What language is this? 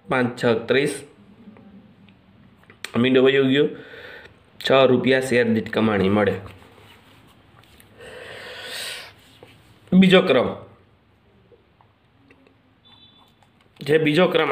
Gujarati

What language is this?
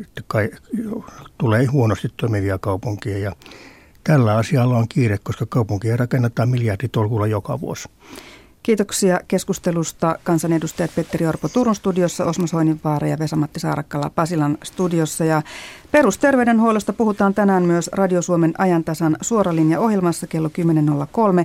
Finnish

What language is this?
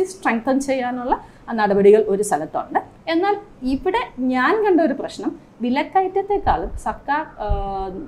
Malayalam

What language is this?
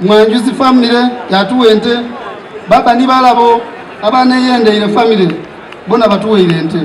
Soga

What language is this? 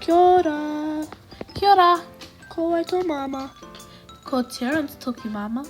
Māori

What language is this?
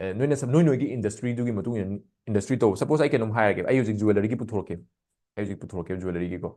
Manipuri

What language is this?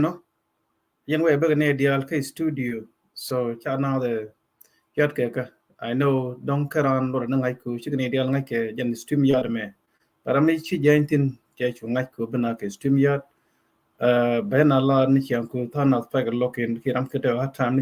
Nuer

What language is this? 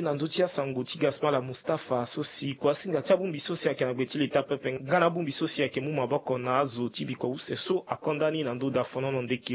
Sango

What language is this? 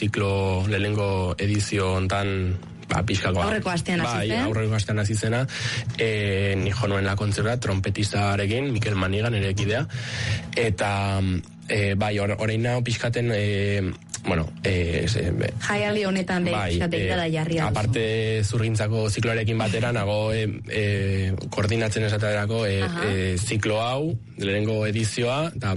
Basque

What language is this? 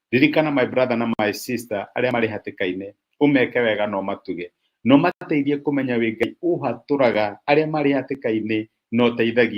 Kikuyu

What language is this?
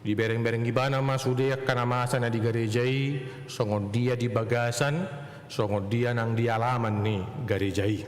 Batak Toba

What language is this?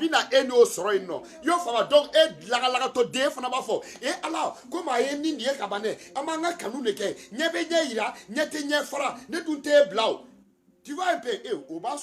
Bambara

